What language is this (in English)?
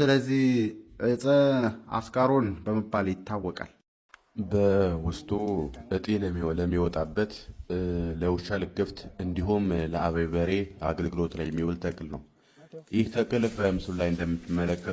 Amharic